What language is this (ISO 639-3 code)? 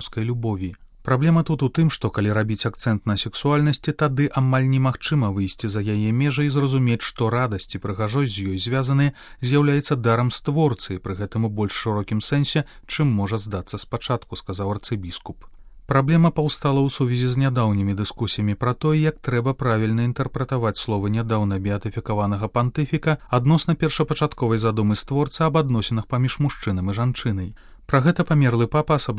bel